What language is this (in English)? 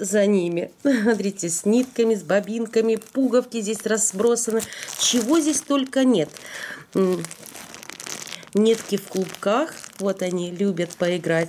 Russian